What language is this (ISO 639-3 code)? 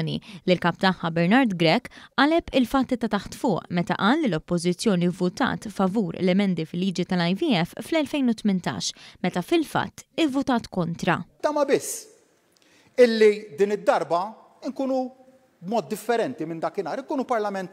mlt